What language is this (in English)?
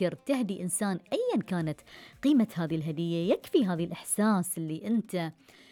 Gulf Arabic